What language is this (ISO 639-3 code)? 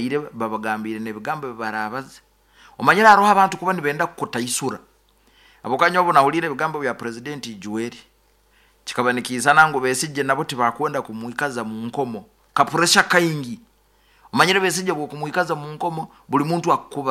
nyo